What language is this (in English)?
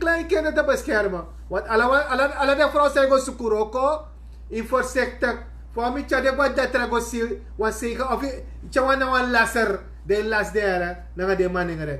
Sranan Tongo